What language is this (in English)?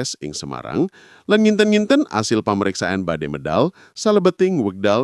Javanese